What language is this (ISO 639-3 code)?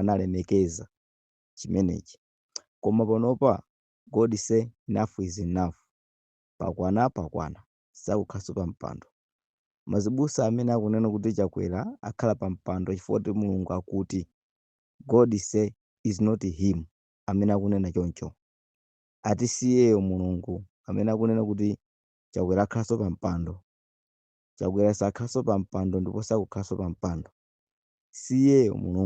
nya